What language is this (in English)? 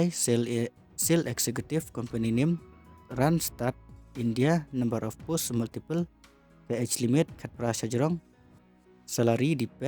Khasi